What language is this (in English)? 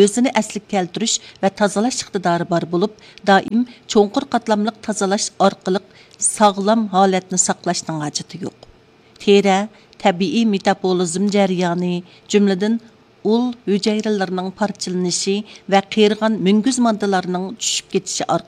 Uyghur